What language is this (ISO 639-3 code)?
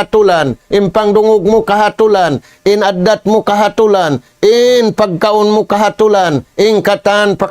tsg